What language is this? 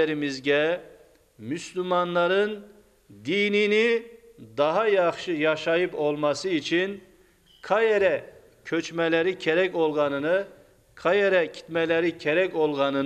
Crimean Tatar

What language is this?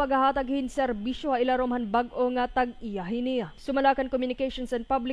Waray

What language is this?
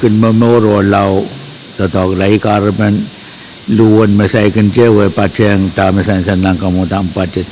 Pohnpeian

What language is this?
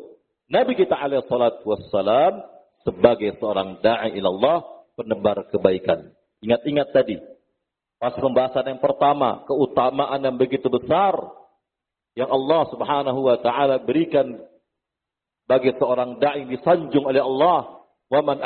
Indonesian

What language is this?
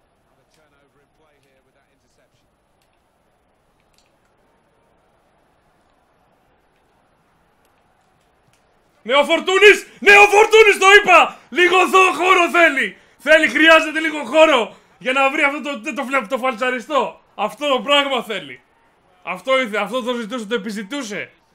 Greek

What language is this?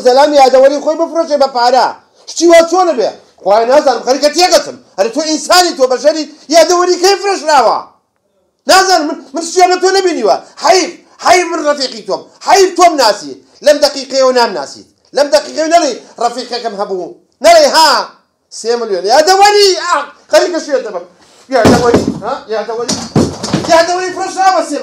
Central Kurdish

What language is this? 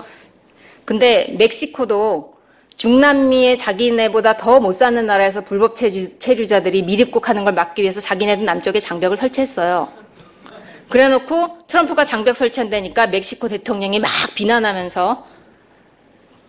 Korean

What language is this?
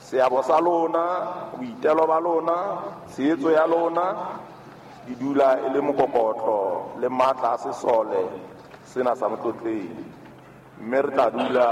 Southern Sotho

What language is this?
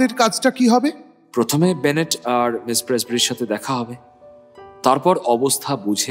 Bangla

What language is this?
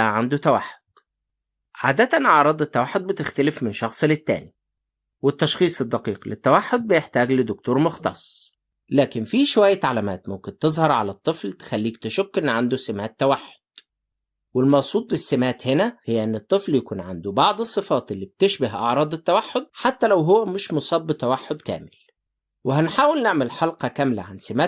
Egyptian Arabic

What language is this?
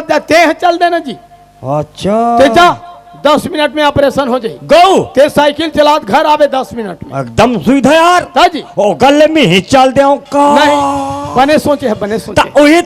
Chhattisgarhi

